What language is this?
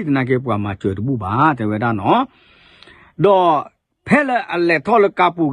S'gaw Karen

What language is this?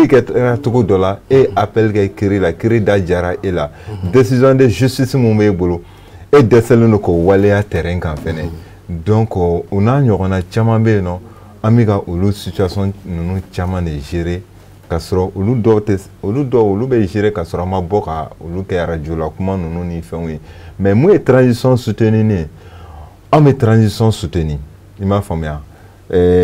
Bambara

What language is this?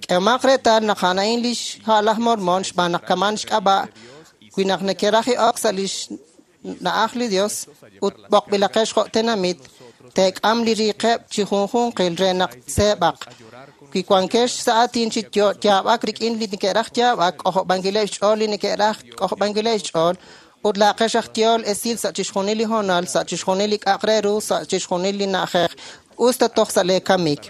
Kekchí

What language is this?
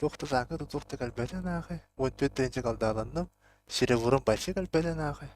Yakut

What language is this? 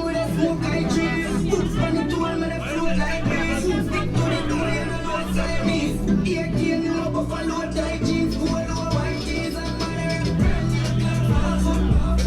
Jamaican Creole English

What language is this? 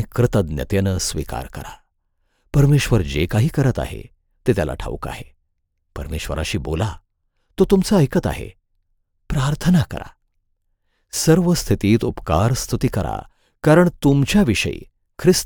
Marathi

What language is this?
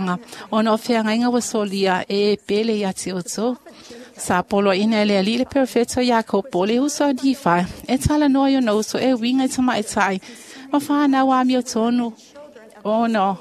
Samoan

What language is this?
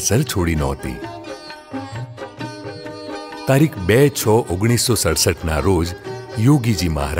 Gujarati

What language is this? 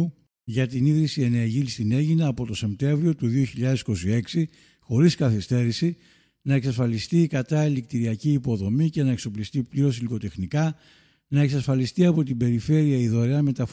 Greek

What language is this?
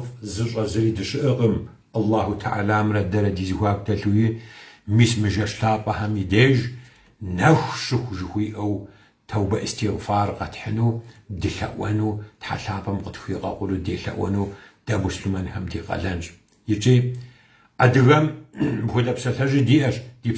Kabardian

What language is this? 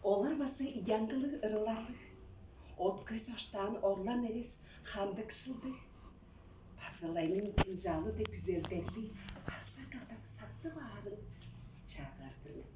Tuvinian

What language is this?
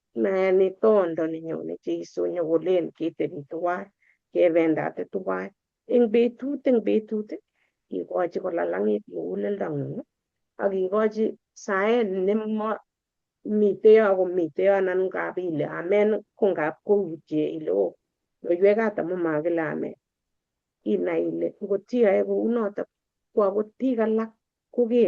Kalenjin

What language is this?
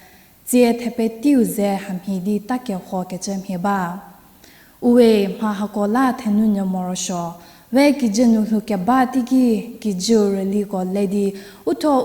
Angami Naga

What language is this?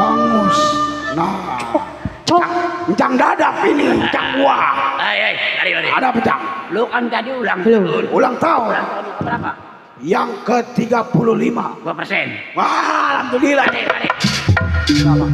Betawi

